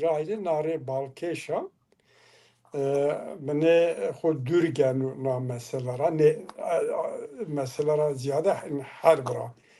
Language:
Zaza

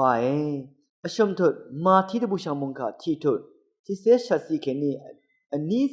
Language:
Rawang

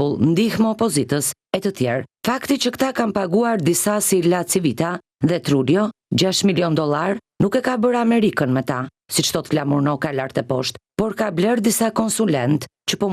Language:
Albanian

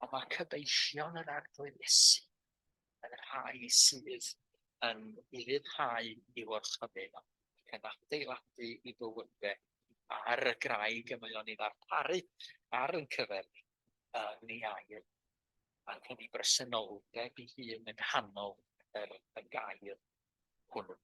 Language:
Welsh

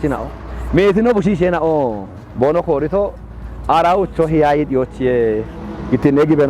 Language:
Kafa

